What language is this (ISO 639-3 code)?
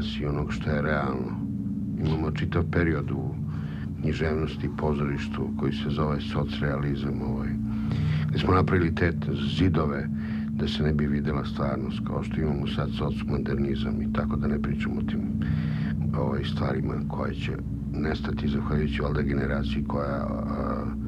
srp